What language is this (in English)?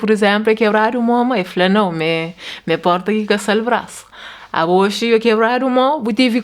Kabuverdianu